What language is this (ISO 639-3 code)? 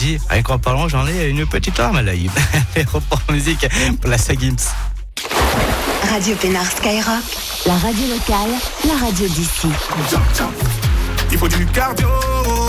fra